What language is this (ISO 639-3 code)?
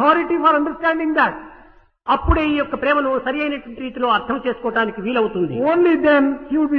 tel